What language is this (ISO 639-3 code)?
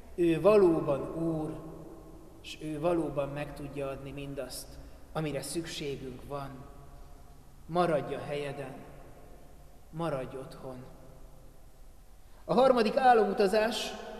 hun